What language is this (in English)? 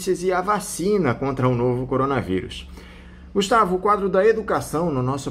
Portuguese